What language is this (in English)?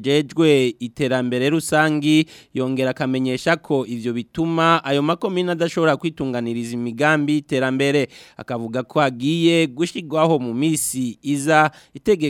Rundi